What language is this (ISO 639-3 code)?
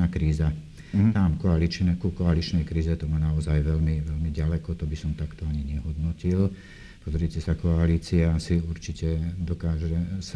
slk